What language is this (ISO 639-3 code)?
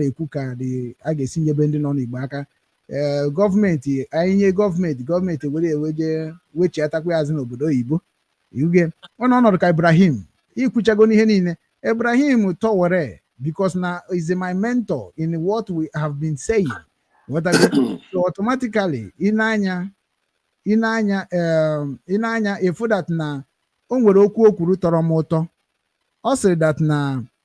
ibo